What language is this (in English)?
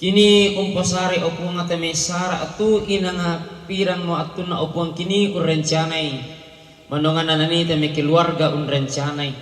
Toraja-Sa'dan